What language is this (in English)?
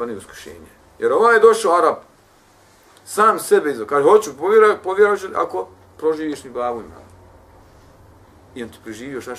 Bosnian